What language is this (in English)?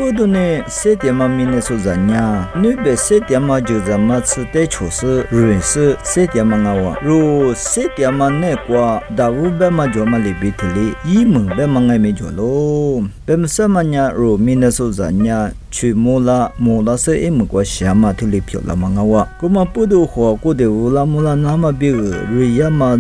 Lisu